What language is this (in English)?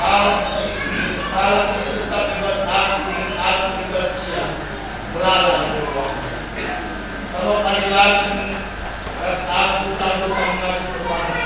Batak Karo